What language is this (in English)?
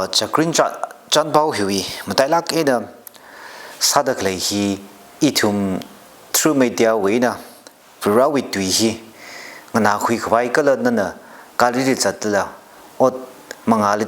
Tangkhul Naga (India)